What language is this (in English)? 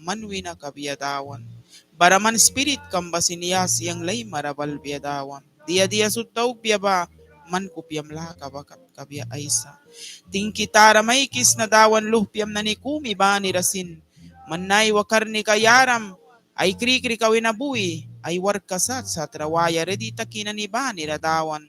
Mískito